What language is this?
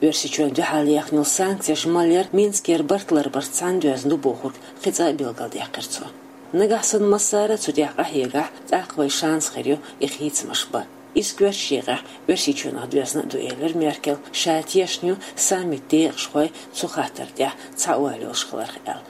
Chechen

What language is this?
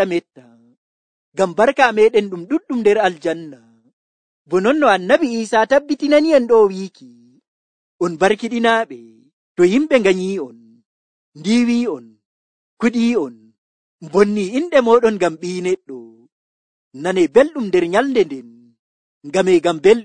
Nigerian Fulfulde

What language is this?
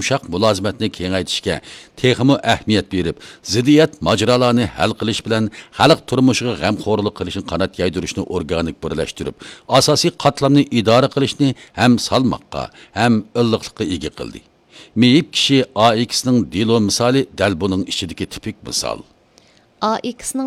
Uyghur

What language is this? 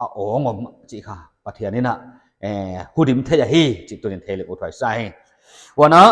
Paite Chin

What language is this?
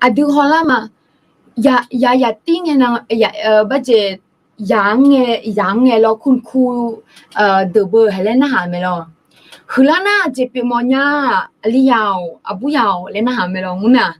Akha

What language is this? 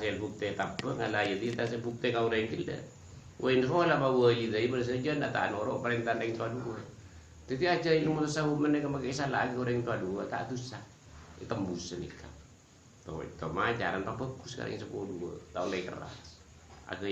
Madurese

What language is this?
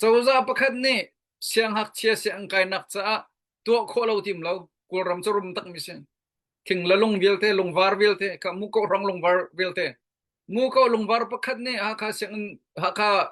Hakha Chin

